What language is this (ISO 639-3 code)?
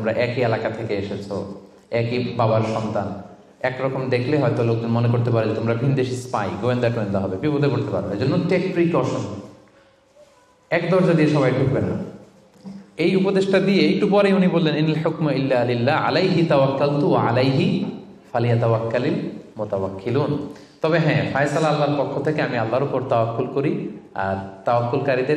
ben